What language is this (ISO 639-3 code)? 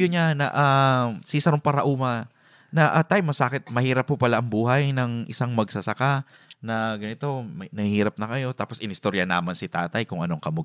bik